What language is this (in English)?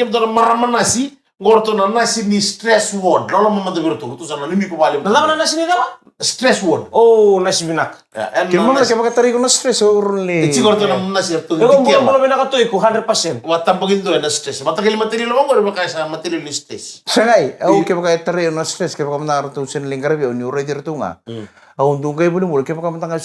Fijian